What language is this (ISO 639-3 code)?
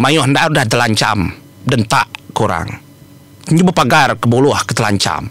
iba